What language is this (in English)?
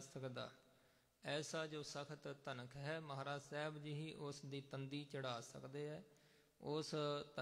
Punjabi